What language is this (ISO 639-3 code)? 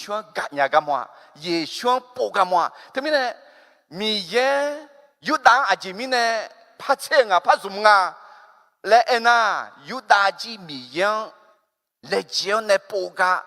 ahk